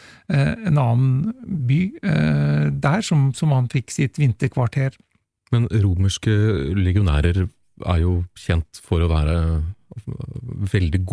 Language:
Norwegian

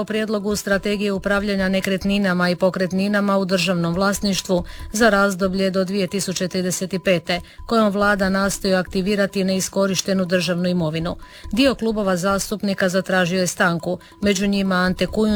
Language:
Croatian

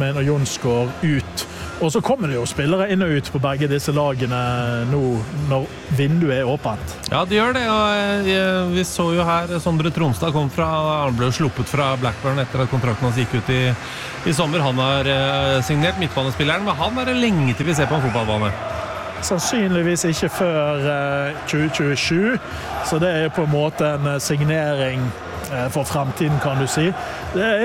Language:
Norwegian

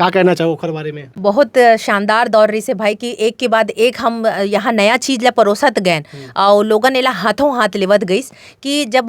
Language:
Chhattisgarhi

